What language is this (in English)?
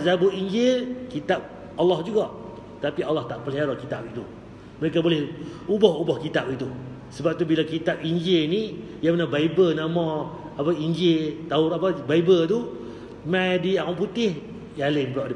Malay